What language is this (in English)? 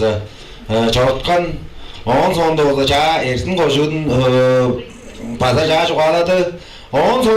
Tuvinian